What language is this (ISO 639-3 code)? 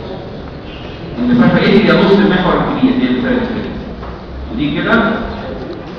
arz